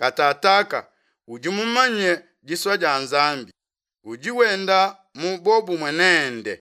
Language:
Luba-Lulua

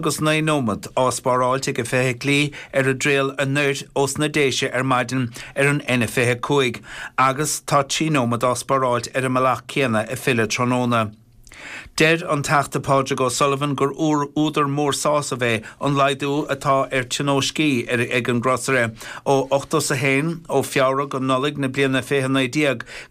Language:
Irish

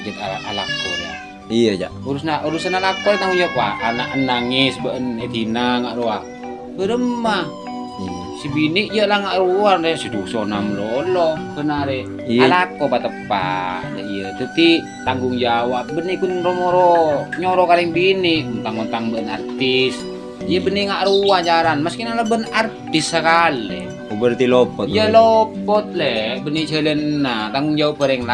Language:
Madurese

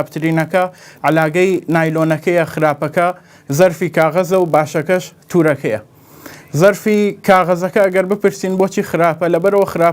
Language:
Central Kurdish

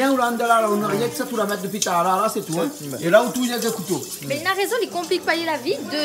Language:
Réunion Creole French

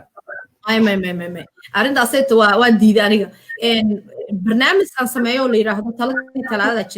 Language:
Somali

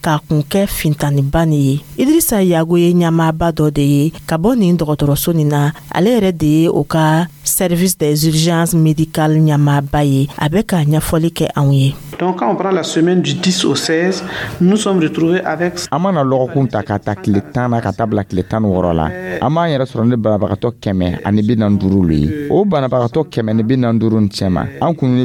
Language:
Dyula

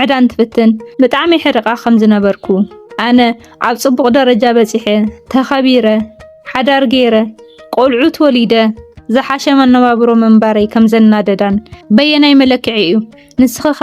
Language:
Tigrinya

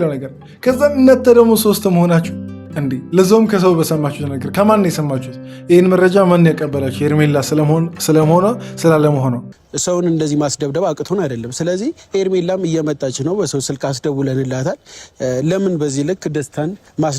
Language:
Amharic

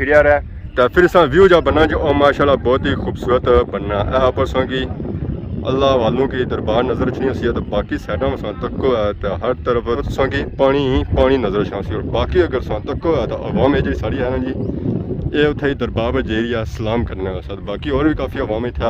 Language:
Pahari-Potwari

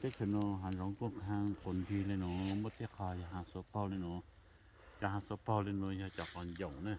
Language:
Hmong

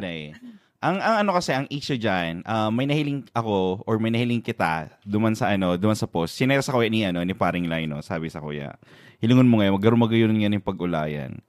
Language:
Bikol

